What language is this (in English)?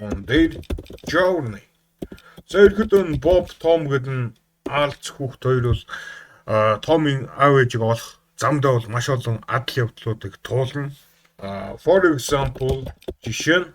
Mongolian